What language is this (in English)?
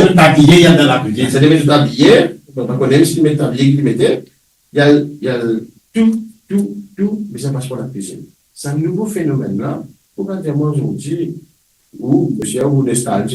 Morisyen